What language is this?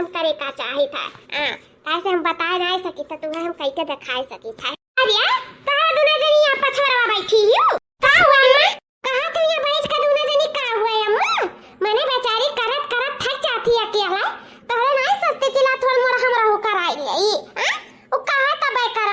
Awadhi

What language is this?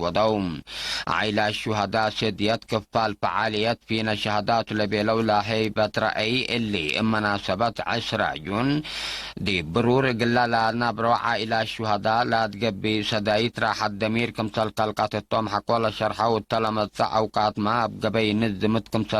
Tigre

